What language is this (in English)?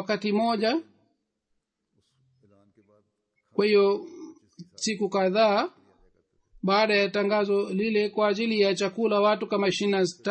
Swahili